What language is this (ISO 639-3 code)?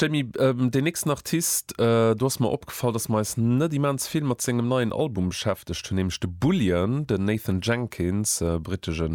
ltz